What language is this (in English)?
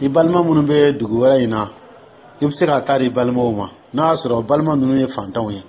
Dyula